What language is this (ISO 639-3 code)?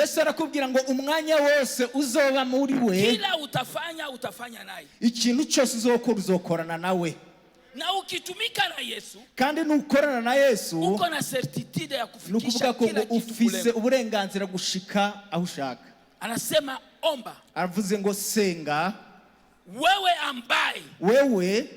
run